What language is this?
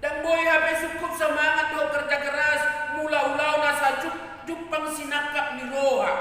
Batak Toba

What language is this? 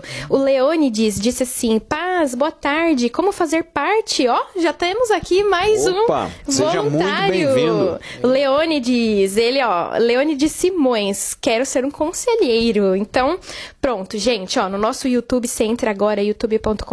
Portuguese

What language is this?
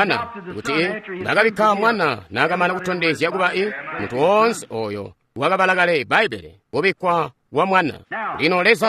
Tonga (Zambia)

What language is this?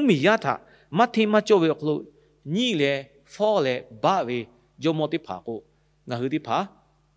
Lahu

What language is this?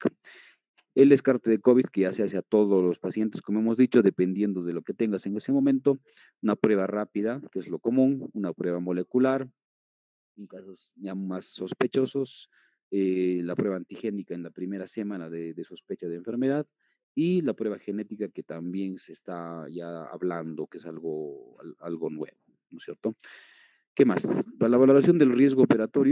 Spanish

